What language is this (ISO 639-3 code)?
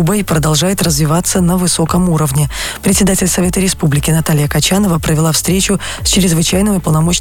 rus